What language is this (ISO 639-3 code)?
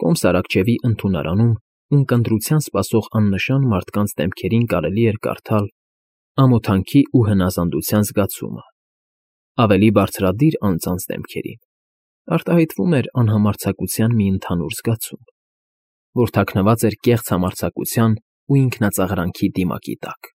hye